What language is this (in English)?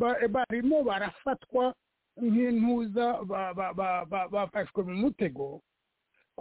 Kinyarwanda